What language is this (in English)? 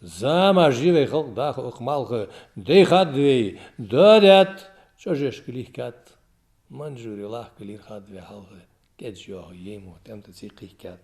Ingush